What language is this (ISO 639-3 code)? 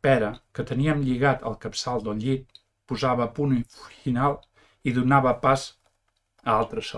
cat